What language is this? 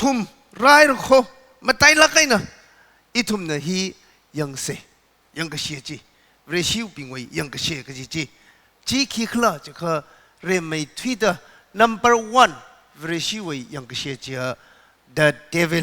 Tangkhul Naga (India)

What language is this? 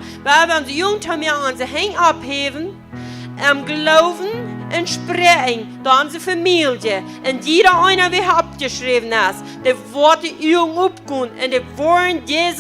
Plautdietsch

